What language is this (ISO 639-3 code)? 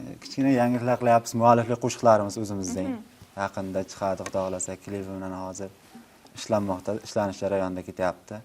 uzb